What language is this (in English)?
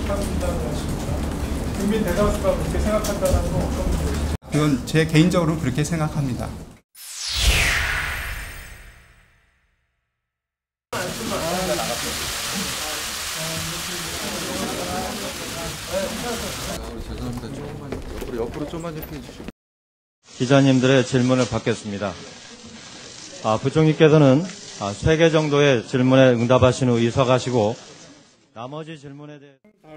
Korean